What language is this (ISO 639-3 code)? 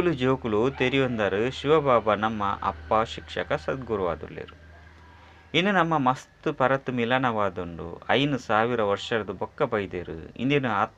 tcy